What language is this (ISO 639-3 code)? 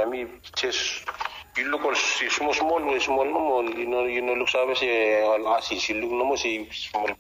bis